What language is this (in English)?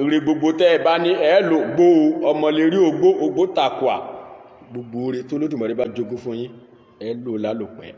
Yoruba